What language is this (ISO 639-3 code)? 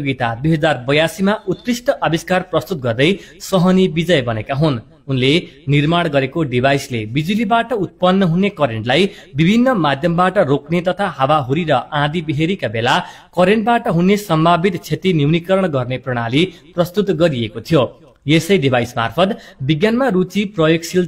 nep